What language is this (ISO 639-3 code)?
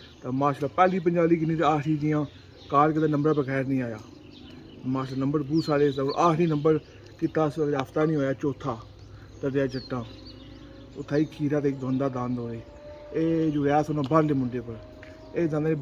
phr